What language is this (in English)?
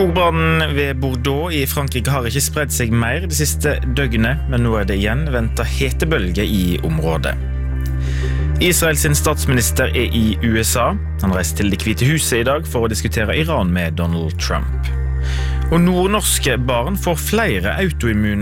Norwegian